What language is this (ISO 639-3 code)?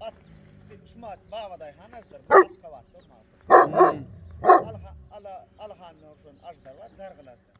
tuk